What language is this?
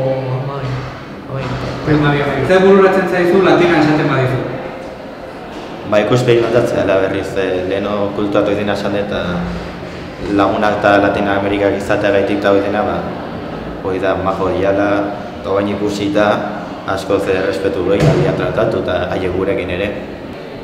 Basque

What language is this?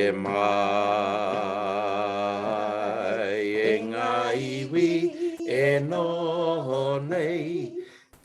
Māori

